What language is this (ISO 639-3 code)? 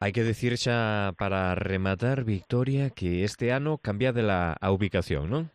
glg